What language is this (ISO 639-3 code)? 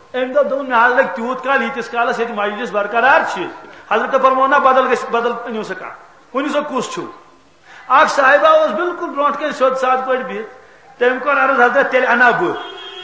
kas